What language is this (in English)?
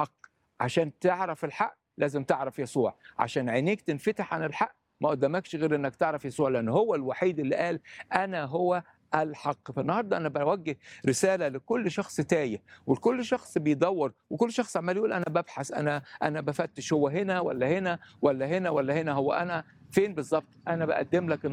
Egyptian Arabic